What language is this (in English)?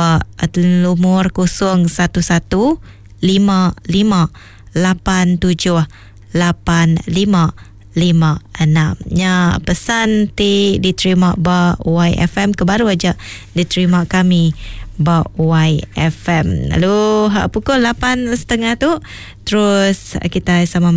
Iban